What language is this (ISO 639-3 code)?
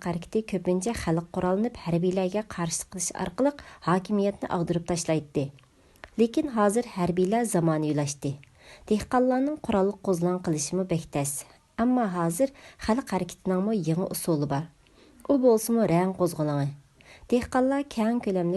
uig